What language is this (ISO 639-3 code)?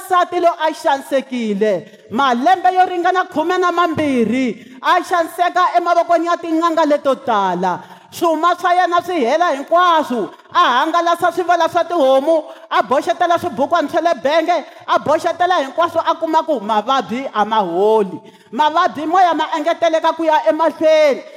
tso